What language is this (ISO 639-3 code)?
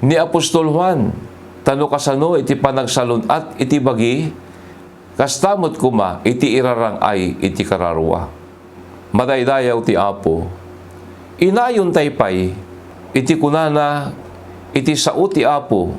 ilo